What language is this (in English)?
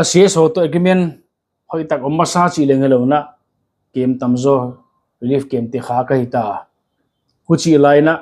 Paite Chin